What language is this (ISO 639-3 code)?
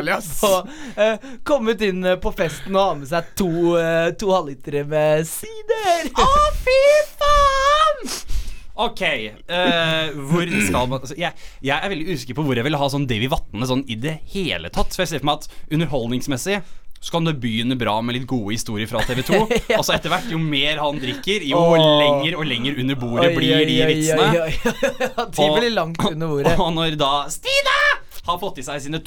nor